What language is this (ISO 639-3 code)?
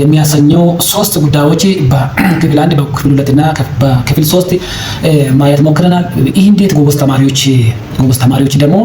amh